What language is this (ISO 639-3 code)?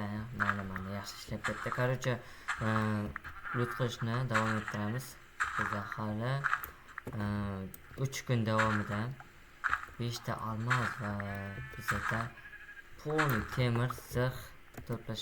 uzb